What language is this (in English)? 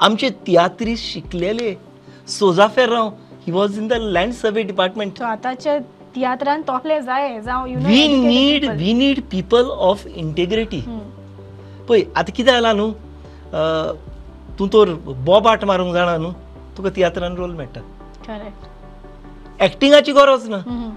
Konkani